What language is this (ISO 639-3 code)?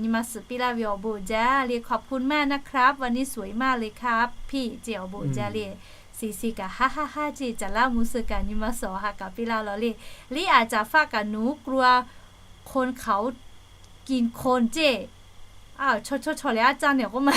lhu